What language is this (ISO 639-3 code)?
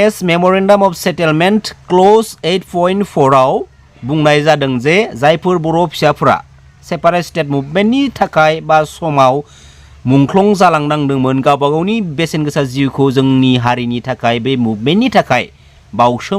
brx